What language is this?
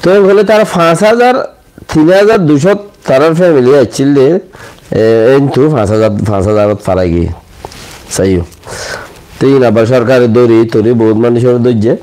Rohingya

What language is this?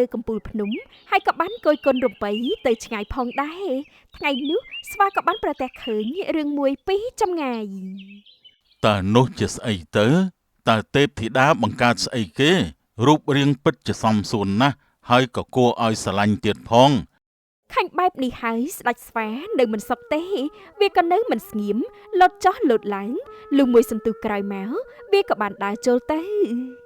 Khmer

